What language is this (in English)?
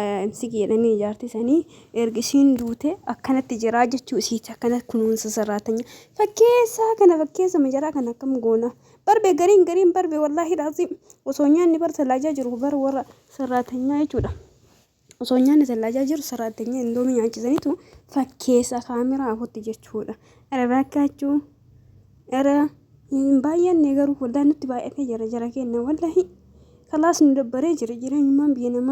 Oromo